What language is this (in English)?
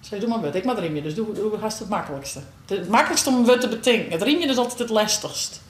Western Frisian